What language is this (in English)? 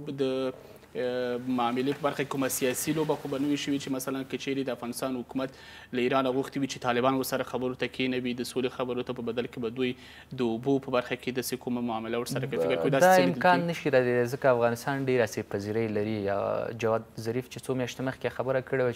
Pashto